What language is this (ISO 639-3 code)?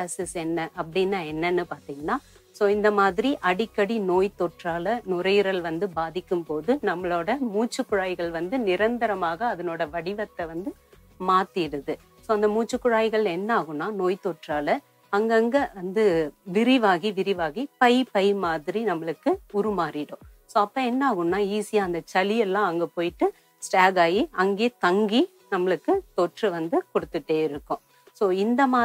tam